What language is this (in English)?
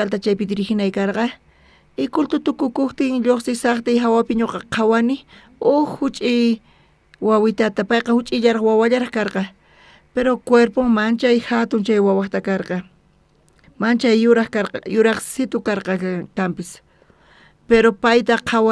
South Bolivian Quechua